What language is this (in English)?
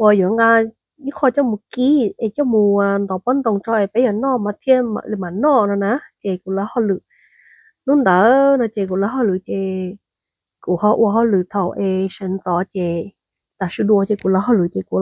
Hmong